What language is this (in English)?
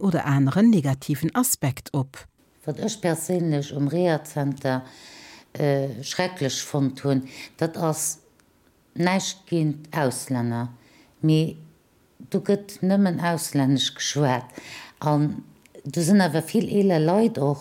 Luxembourgish